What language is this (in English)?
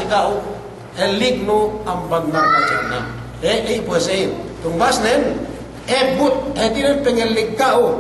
Yakan